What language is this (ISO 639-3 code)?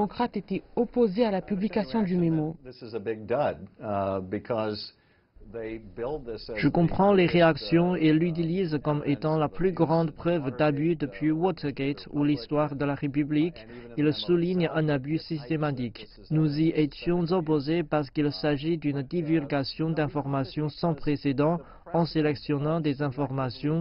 fra